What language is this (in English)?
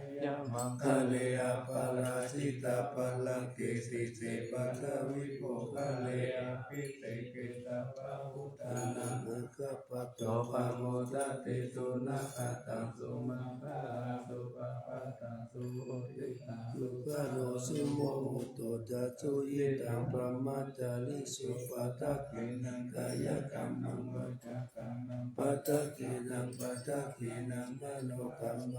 Pali